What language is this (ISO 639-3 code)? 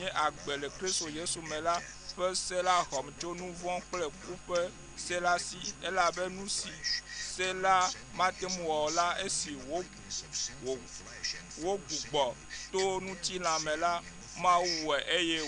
ewe